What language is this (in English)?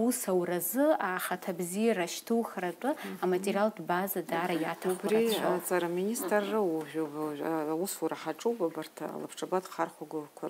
Abkhazian